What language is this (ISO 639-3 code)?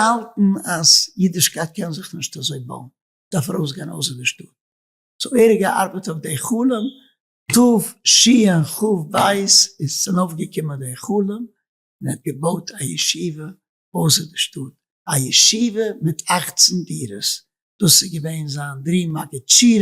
yid